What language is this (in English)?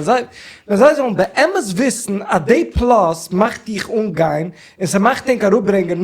Yiddish